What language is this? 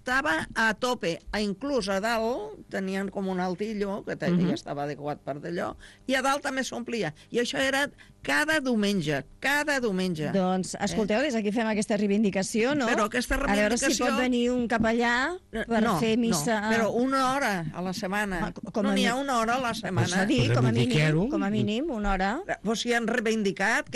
Catalan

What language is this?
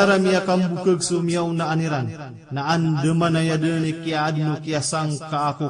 Maranao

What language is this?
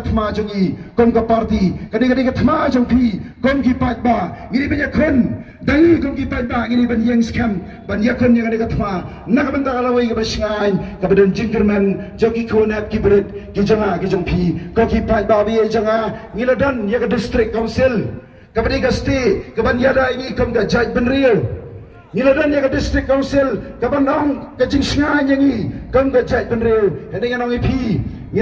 Khasi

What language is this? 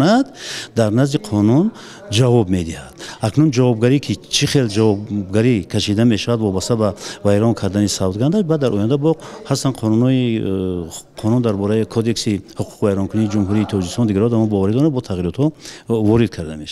Tajik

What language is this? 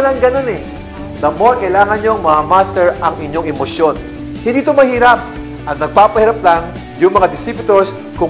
Filipino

